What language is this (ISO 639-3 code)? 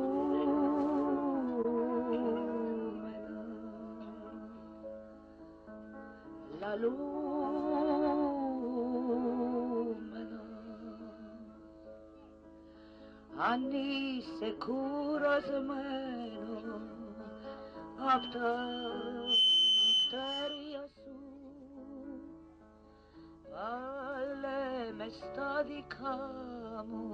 ell